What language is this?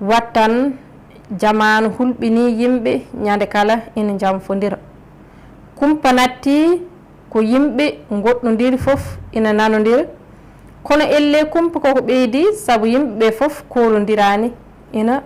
Fula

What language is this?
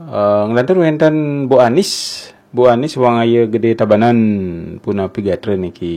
Balinese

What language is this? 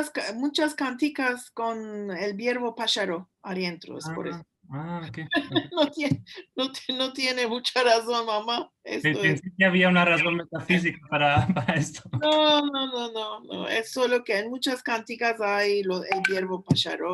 Ladino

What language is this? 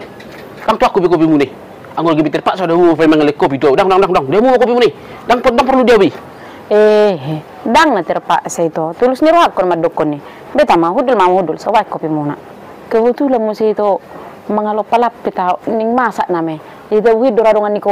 Batak Toba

